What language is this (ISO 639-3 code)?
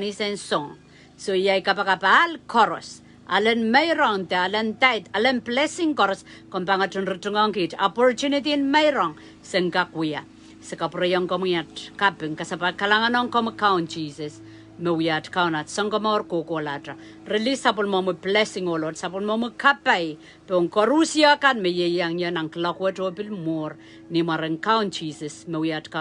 pon